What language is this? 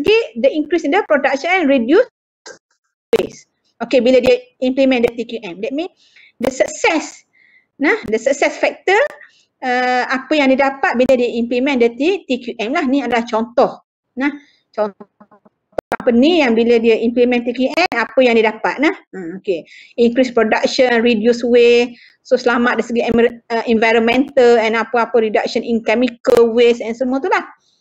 Malay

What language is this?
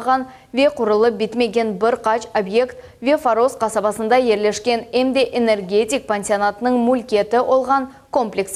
Crimean Tatar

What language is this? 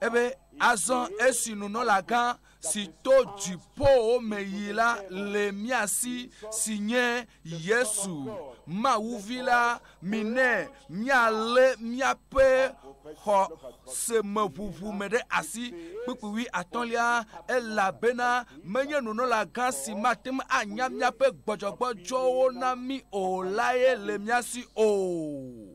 Ewe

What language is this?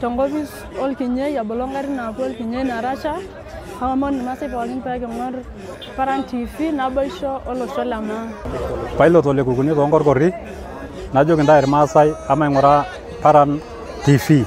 Masai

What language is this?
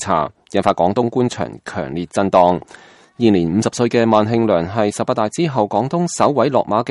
Cantonese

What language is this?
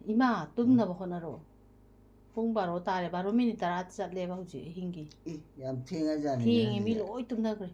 Manipuri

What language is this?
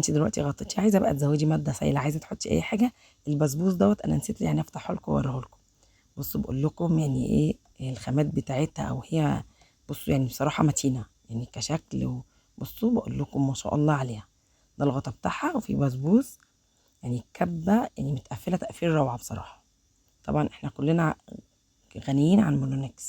Egyptian Arabic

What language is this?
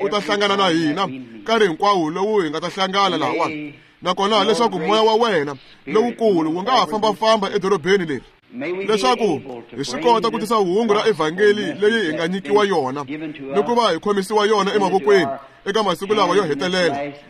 Tsonga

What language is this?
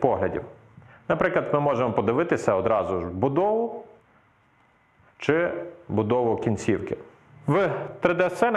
Ukrainian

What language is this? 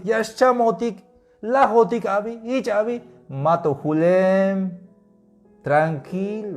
Tzeltal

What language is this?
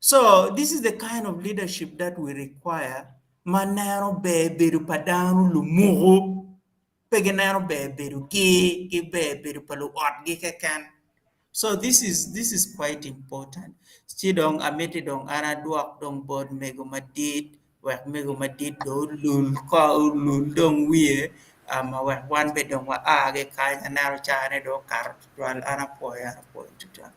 Acoli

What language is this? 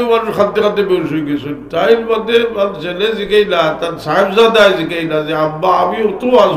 Sylheti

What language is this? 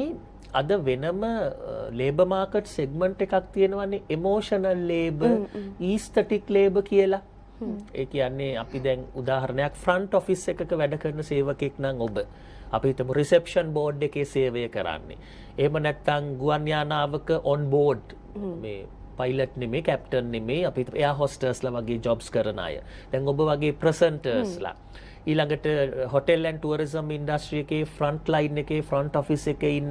Sinhala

